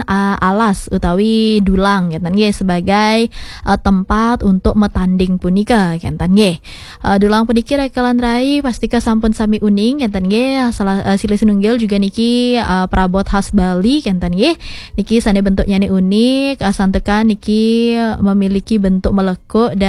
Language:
Balinese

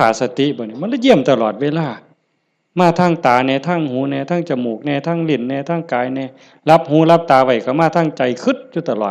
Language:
Northeastern Thai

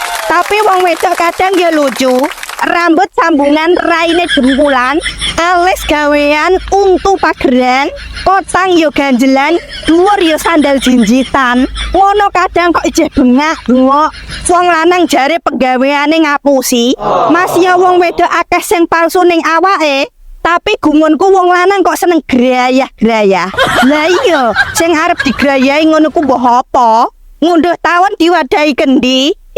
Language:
Javanese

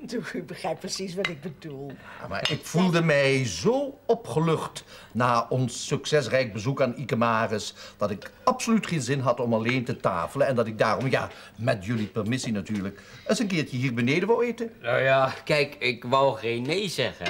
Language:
Dutch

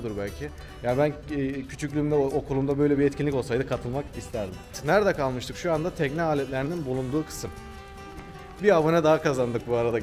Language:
Turkish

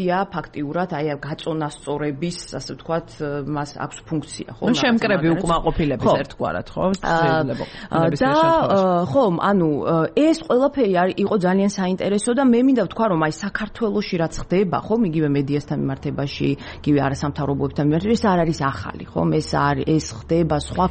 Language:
Georgian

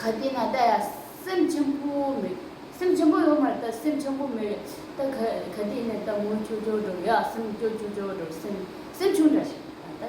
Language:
Tibetan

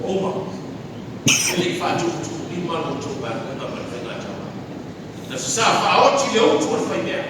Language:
Samoan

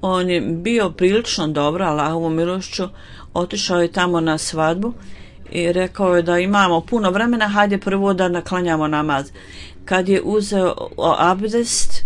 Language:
Bosnian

